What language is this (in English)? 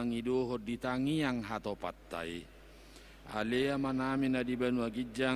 Batak Toba